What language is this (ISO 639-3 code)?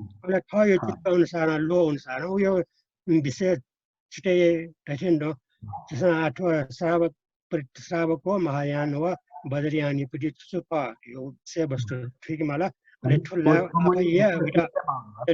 new